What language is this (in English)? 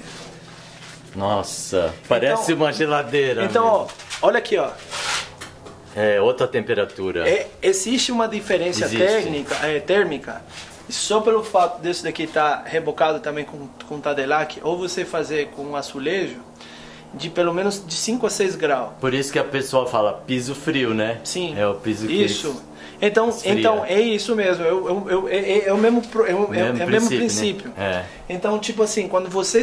Portuguese